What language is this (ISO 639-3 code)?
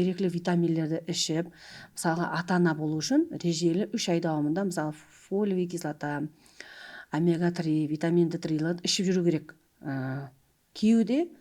kaa